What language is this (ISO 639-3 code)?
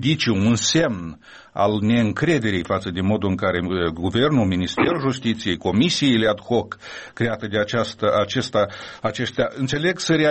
ron